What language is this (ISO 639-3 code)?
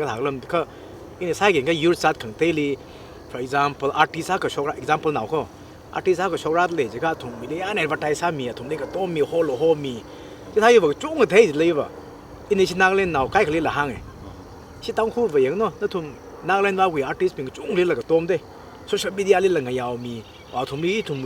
nmf